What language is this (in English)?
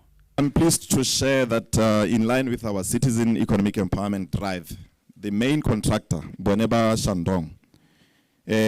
Tswana